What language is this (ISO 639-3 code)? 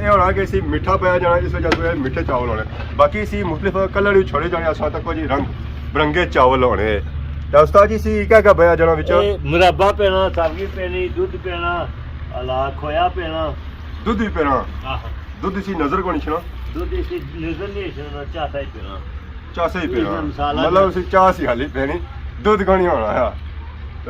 phr